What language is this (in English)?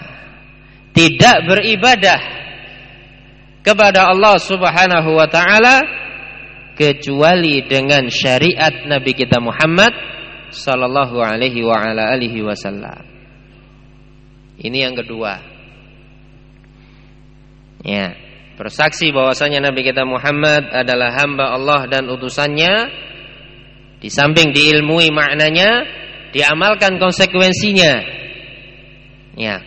Indonesian